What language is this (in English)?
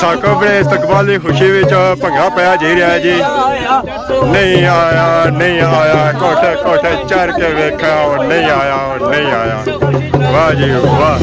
Pahari-Potwari